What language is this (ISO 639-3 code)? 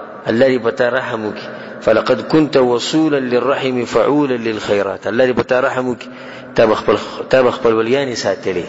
pus